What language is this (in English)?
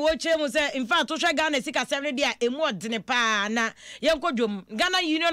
Akan